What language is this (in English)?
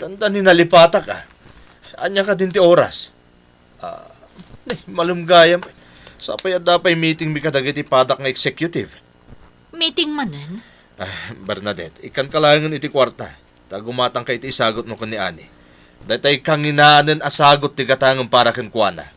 Iloko